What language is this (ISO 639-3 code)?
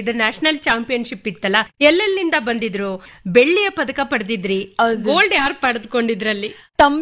kan